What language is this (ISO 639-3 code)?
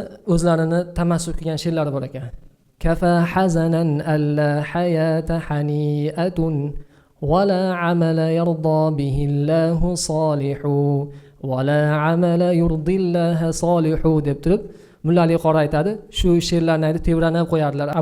uzb